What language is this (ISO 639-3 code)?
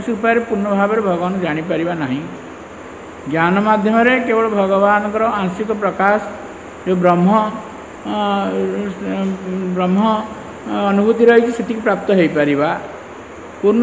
ori